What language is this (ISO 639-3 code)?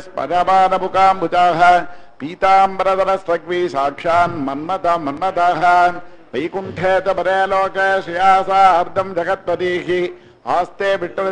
san